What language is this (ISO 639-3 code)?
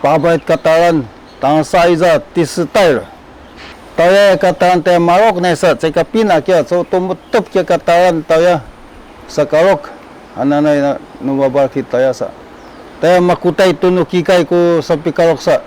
szy